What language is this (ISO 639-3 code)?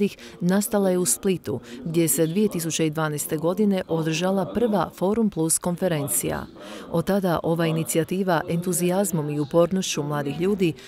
hrv